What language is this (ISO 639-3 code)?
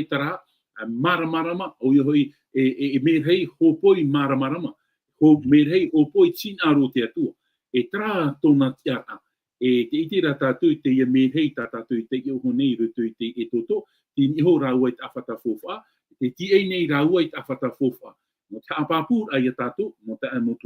tah